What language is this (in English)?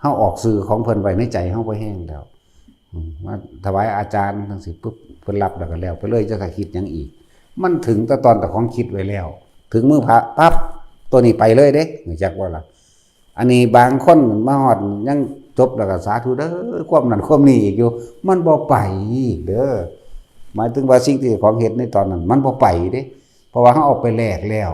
Northeastern Thai